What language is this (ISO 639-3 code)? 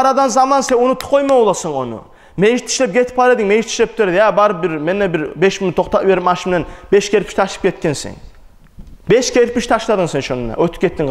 kum